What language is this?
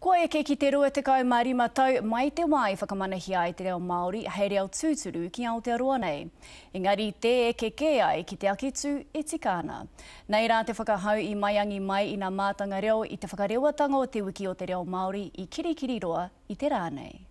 Māori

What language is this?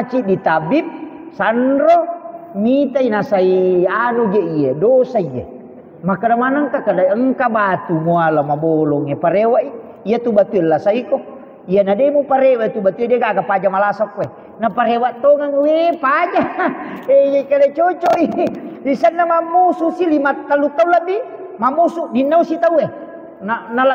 Buginese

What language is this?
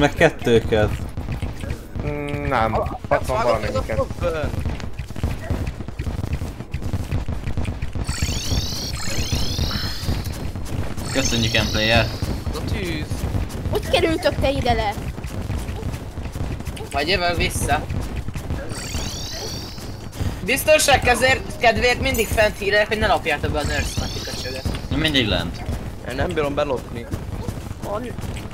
Hungarian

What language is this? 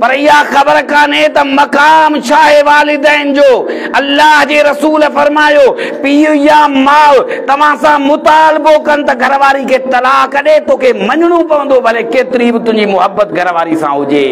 Sindhi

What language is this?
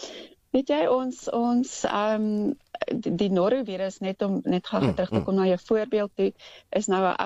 Afrikaans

